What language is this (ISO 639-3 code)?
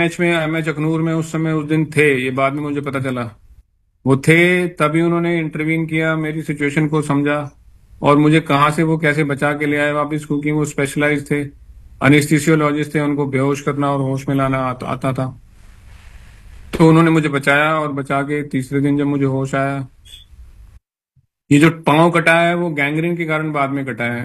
hin